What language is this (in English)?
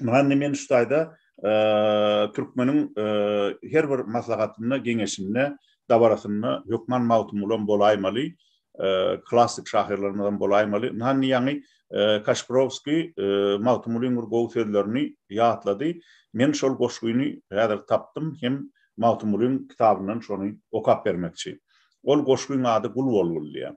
Turkmen